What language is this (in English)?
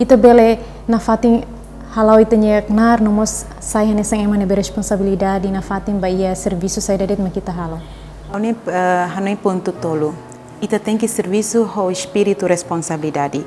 Tetum